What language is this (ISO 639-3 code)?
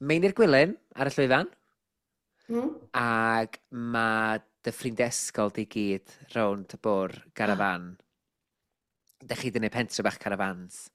cym